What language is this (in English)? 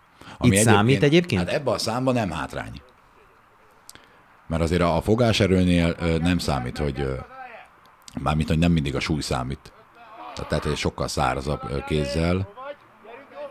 Hungarian